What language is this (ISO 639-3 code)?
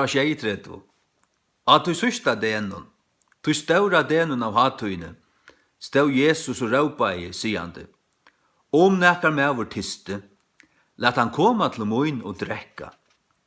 fao